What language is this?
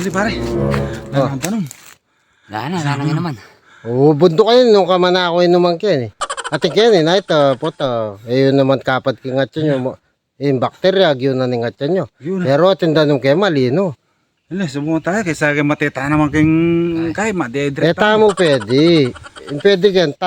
Pampanga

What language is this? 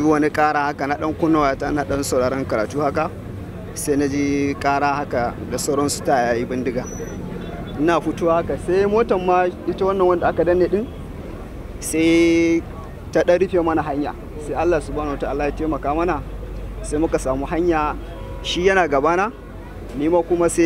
Hausa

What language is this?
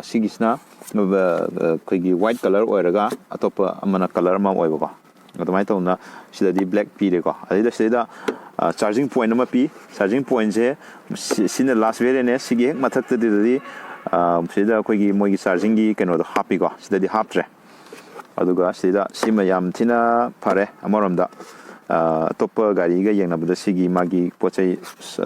Manipuri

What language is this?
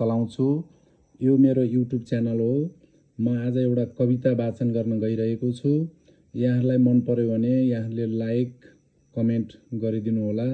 Nepali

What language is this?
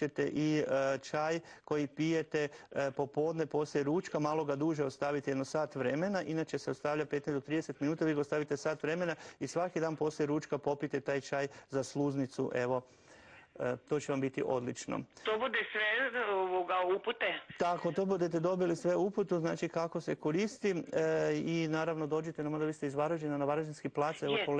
Croatian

